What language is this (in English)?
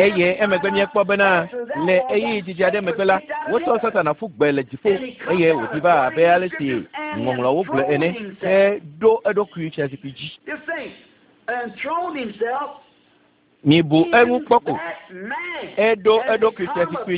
Ewe